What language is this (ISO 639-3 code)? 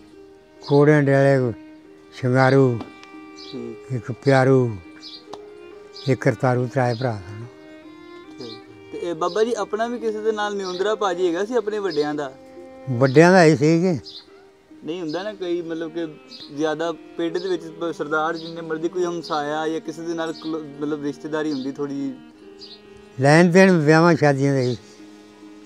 pan